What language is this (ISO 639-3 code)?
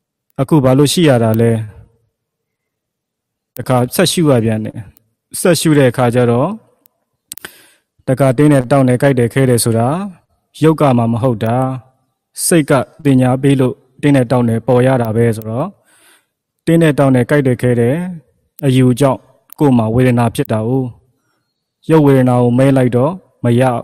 mya